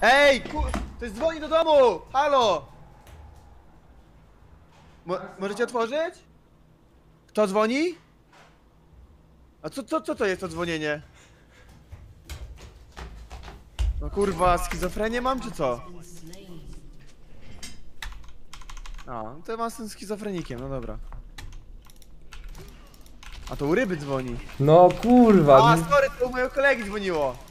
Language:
Polish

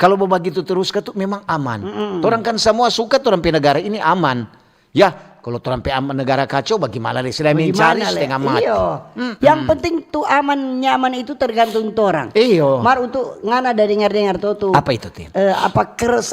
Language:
Manado Malay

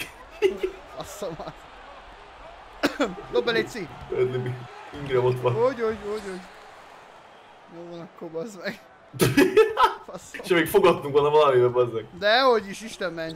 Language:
Hungarian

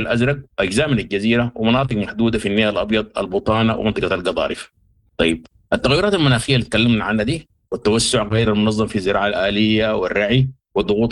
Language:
Sudanese Arabic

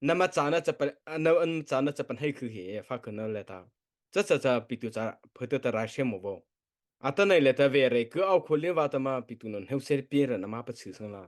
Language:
Mara Chin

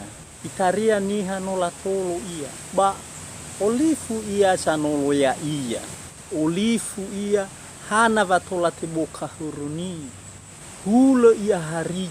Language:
Nias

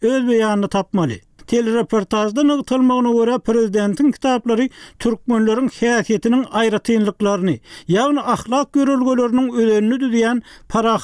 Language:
Turkmen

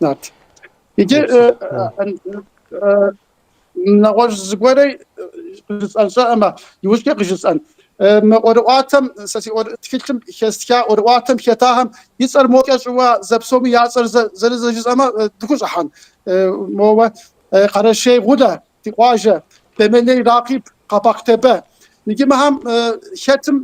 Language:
Kabardian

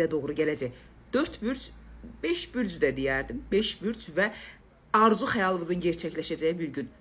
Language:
Azerbaijani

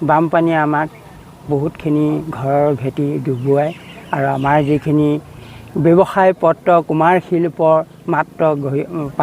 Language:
Assamese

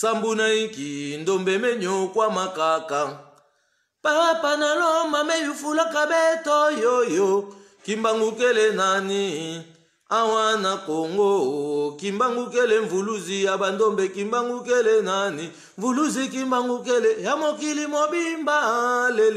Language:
Lingala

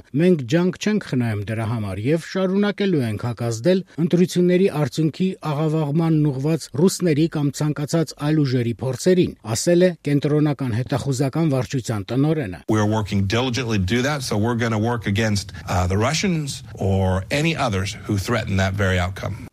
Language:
Armenian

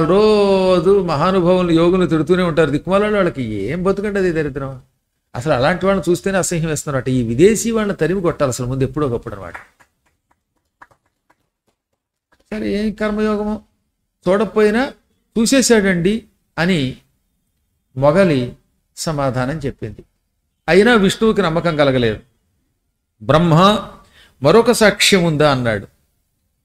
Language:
Telugu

